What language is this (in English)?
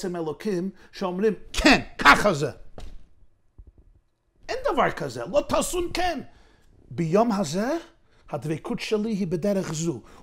Hebrew